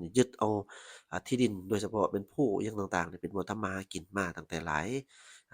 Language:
Lao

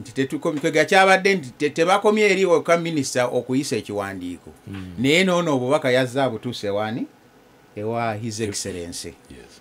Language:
Ganda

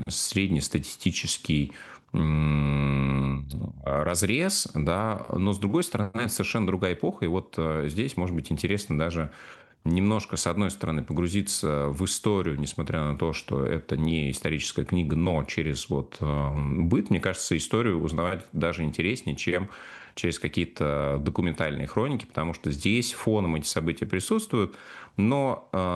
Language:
Russian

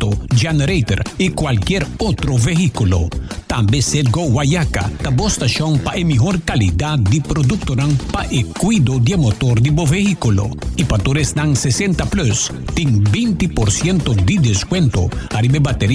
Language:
Papiamento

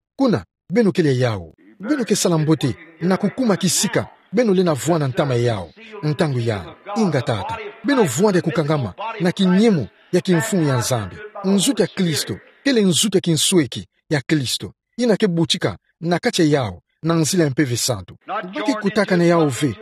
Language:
Kituba (Democratic Republic of Congo)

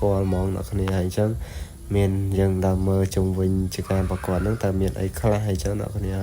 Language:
Khmer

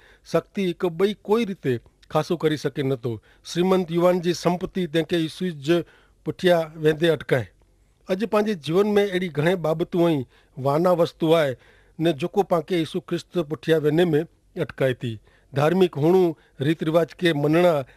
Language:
Kachhi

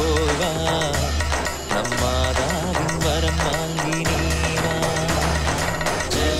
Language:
Tamil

